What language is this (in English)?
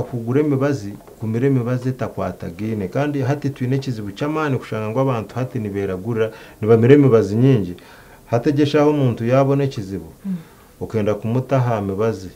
Nyankole